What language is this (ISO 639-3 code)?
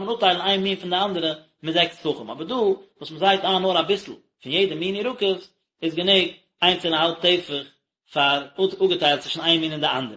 yid